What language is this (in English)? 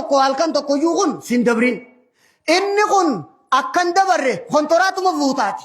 Oromo